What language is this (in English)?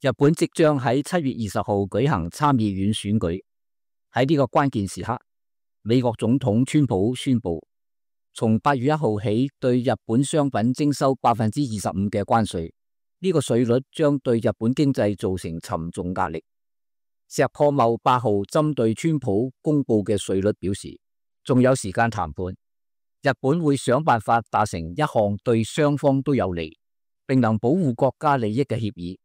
Cantonese